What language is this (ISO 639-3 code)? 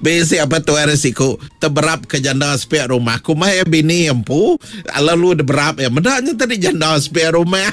iba